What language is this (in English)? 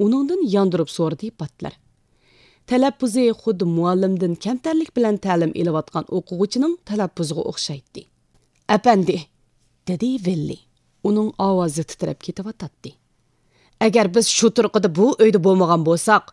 Uyghur